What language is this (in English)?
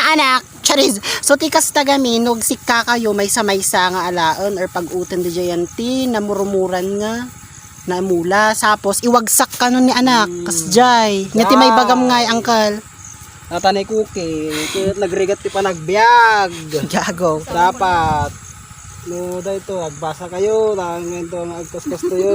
Iloko